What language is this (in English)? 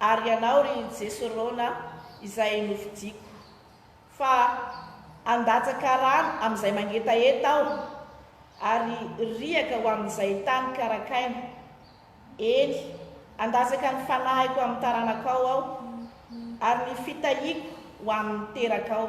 Malagasy